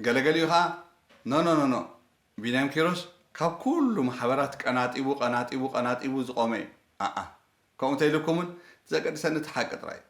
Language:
Tigrinya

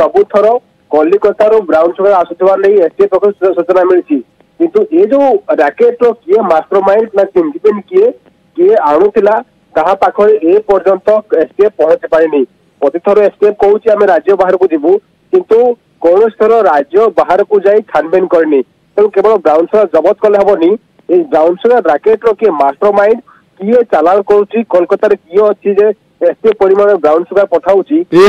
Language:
Odia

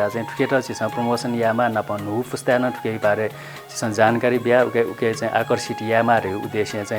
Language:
Newari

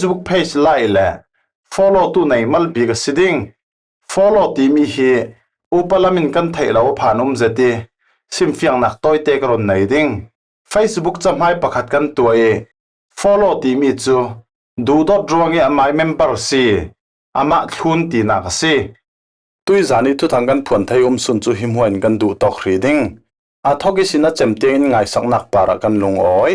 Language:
Falam Chin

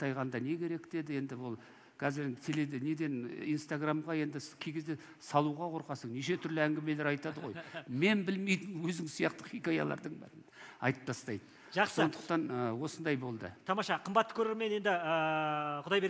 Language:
Kazakh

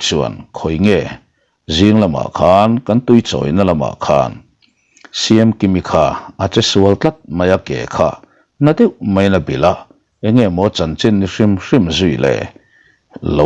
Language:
Mizo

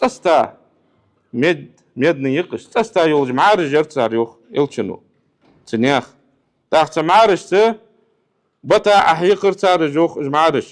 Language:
Ingush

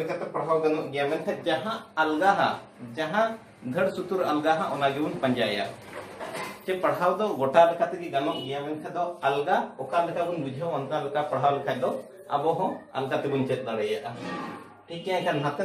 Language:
Santali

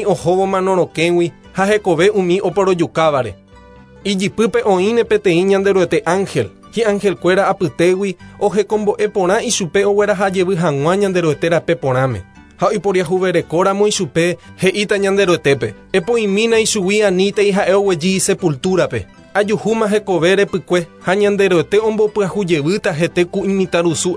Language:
Guarani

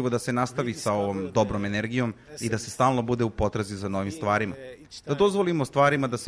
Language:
Serbian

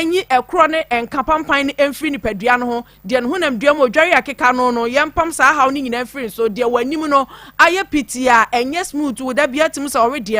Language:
Akan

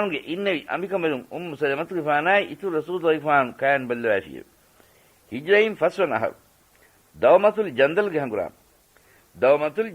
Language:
Divehi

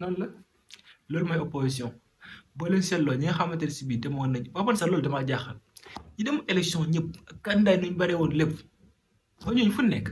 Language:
Wolof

